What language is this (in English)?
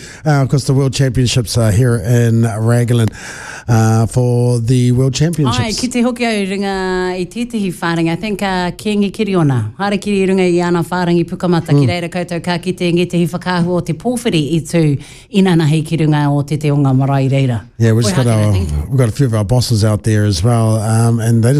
Māori